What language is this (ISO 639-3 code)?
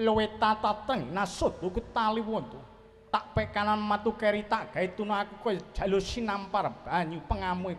jav